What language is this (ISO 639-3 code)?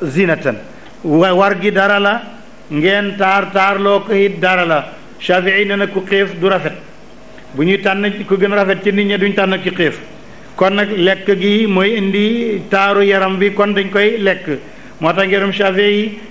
wol